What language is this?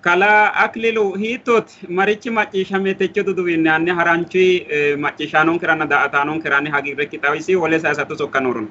Sidamo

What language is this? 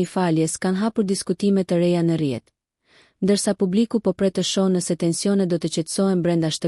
Albanian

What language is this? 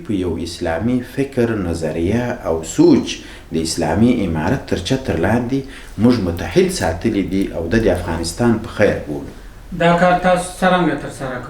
Pashto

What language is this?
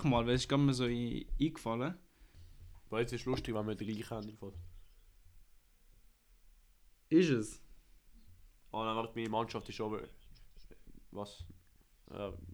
German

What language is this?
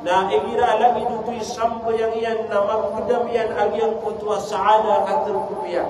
Maranao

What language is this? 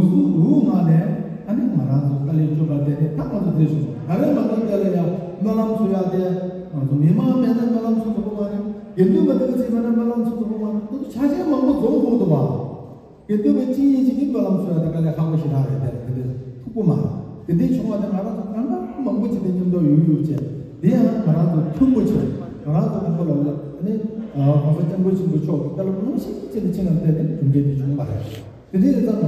Tibetan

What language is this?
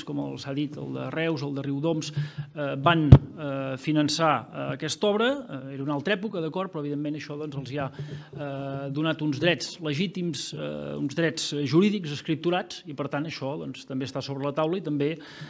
Catalan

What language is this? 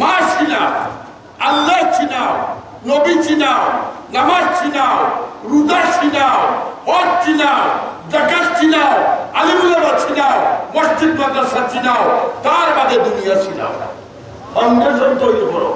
Sylheti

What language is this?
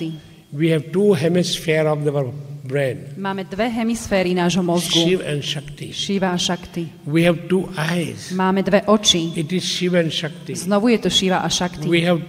Slovak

